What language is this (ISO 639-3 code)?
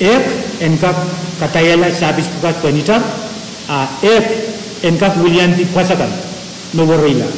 pon